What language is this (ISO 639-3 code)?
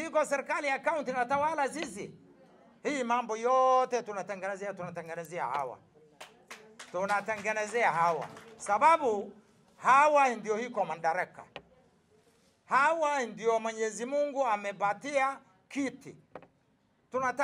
swa